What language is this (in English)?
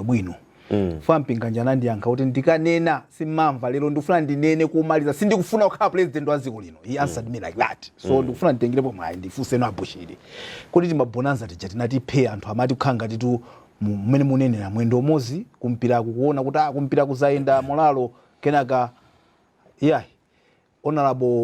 Nyanja